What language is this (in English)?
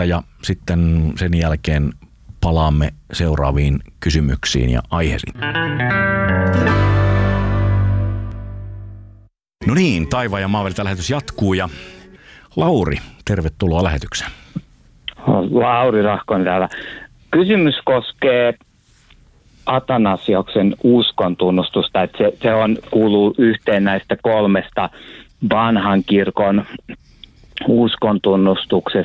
Finnish